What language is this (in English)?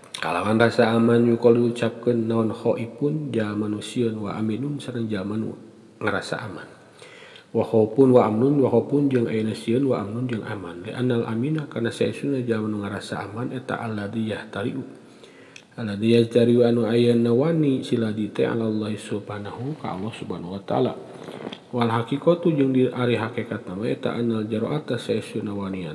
Sundanese